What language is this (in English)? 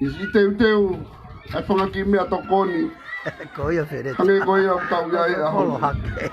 Tongan